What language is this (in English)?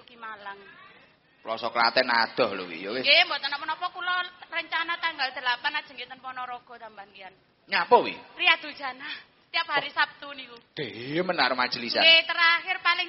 Javanese